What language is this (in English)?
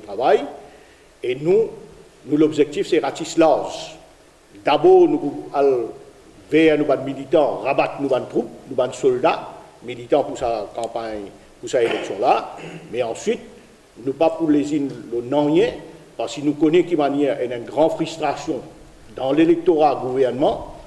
Morisyen